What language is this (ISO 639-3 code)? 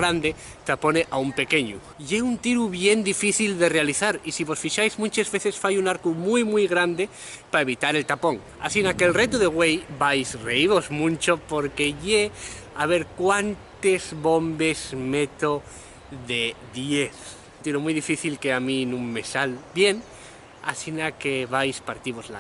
ast